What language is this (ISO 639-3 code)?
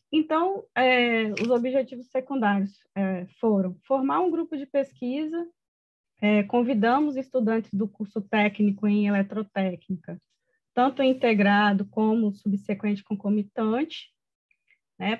por